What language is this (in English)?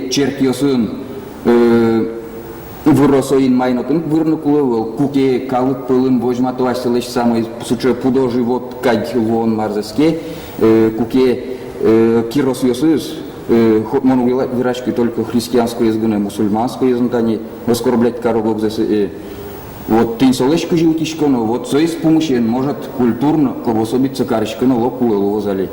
Udmurt